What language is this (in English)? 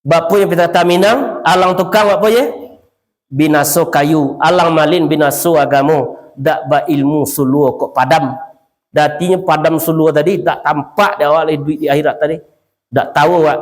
Minangkabau